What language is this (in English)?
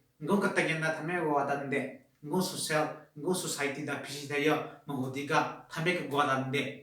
Southern Rengma Naga